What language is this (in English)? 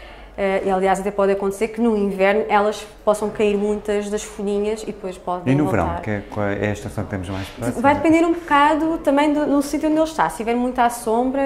Portuguese